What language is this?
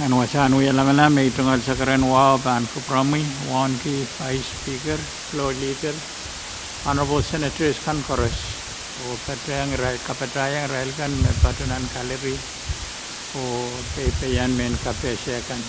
Pohnpeian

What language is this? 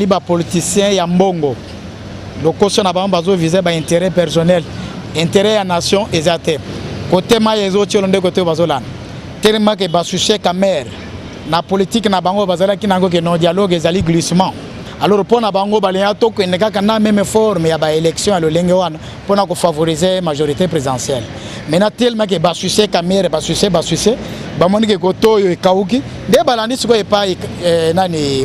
Lingala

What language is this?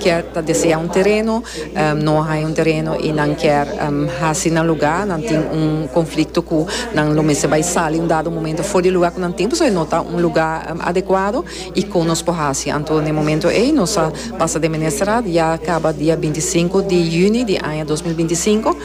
Papiamento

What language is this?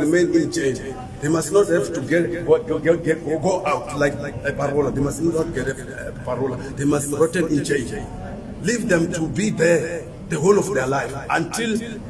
Venda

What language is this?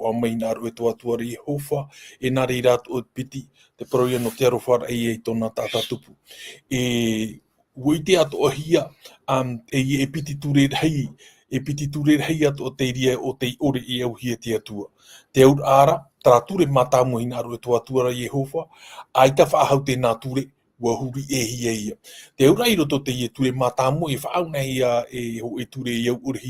Tahitian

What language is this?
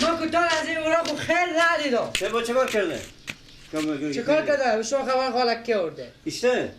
Persian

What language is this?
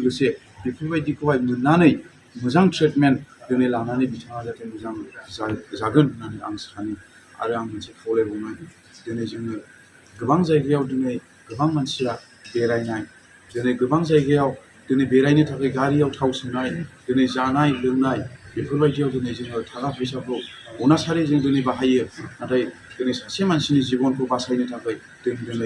Bodo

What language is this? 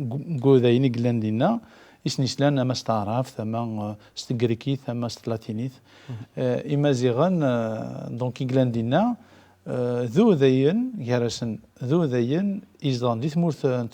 Kabyle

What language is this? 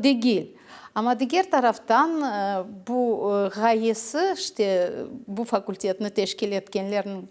Crimean Tatar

